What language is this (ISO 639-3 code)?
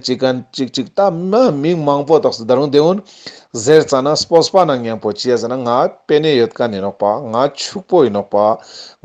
lbj